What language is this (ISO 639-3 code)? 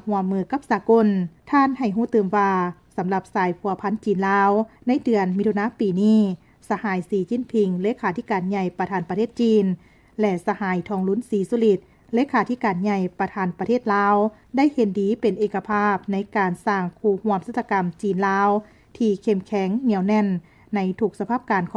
lao